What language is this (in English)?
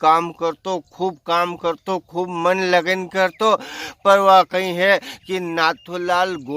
Rajasthani